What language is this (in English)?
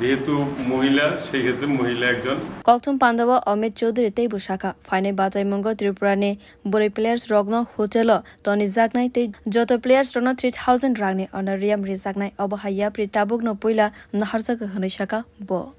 Kok Borok